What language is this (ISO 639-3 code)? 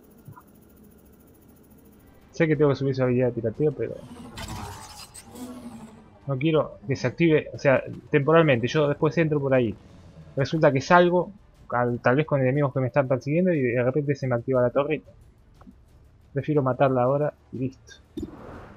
spa